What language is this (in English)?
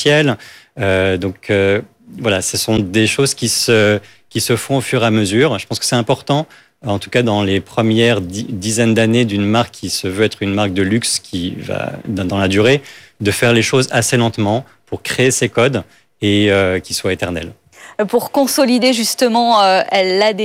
French